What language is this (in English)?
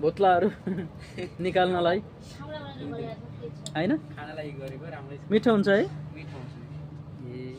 Nepali